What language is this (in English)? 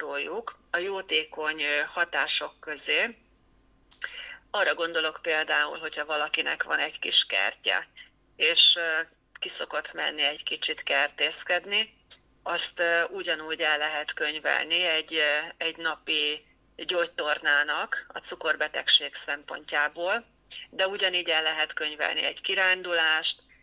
Hungarian